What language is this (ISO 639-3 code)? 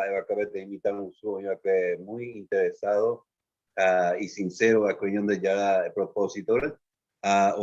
grn